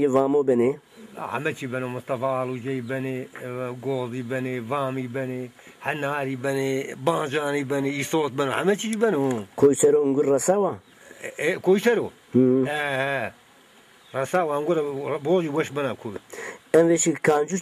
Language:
Zaza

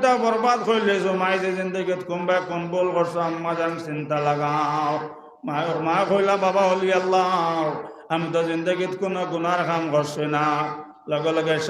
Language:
Sylheti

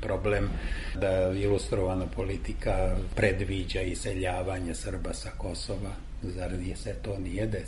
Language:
Serbian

